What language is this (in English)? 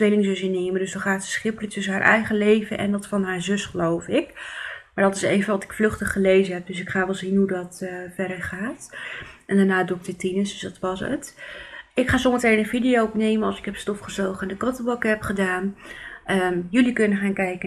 Dutch